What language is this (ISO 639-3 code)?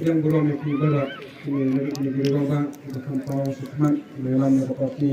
kha